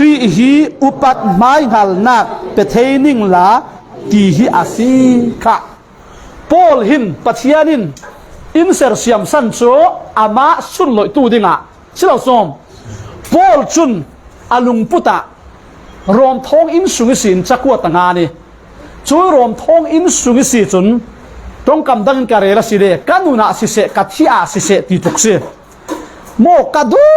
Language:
Falam Chin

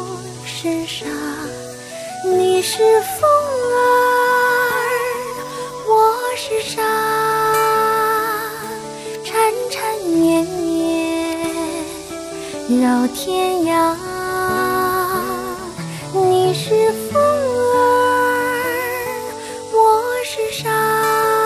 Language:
Chinese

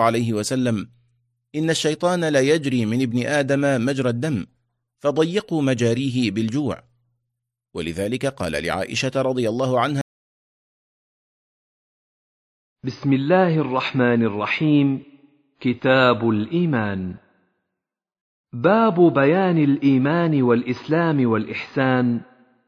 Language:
Arabic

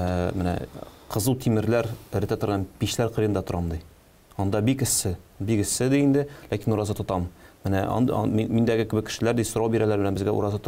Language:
Tatar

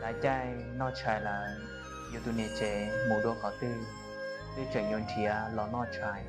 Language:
Hmong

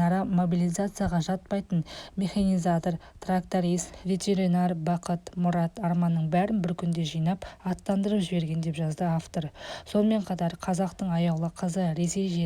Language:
Kazakh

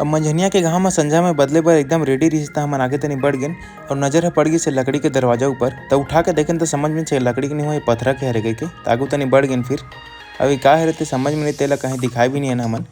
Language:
Chhattisgarhi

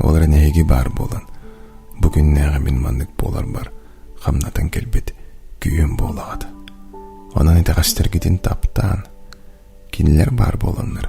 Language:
Yakut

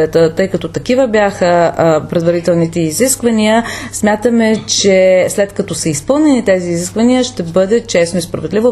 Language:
Bulgarian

